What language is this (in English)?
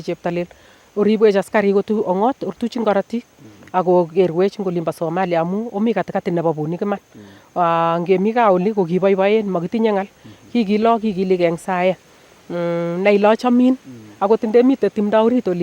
Nandi